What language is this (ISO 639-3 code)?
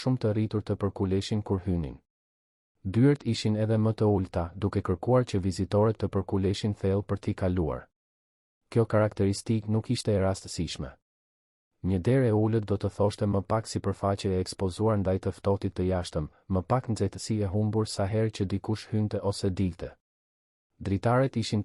sqi